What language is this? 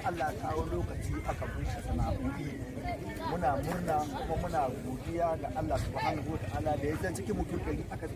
Hausa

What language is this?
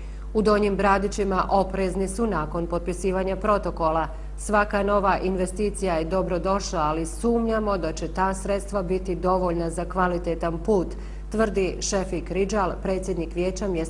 Bosnian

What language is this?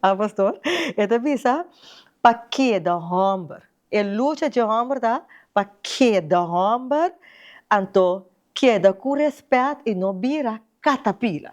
Papiamento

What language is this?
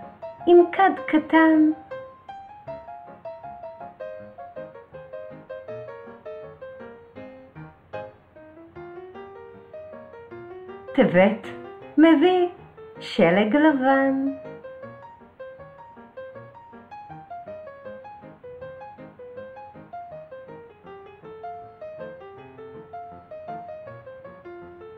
Hebrew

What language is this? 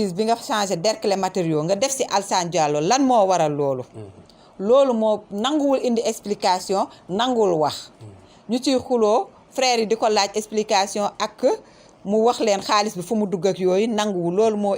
Wolof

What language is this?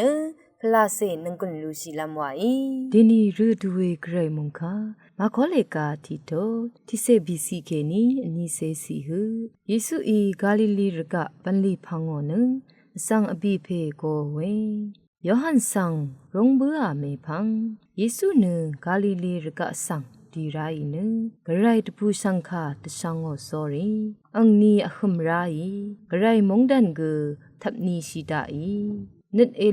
Rawang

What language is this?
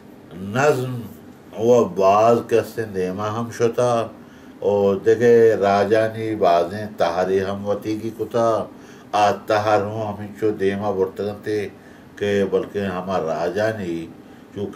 Baluchi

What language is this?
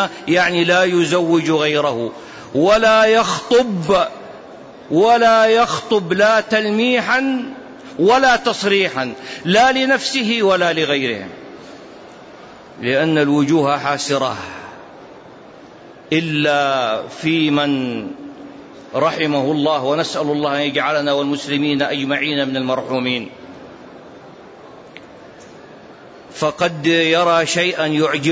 Arabic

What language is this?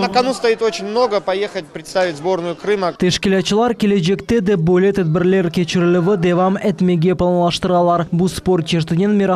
Crimean Tatar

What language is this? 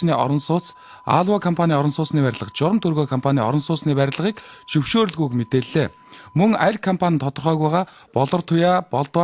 Mongolian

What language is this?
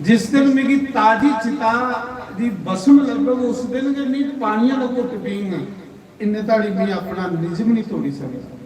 Dogri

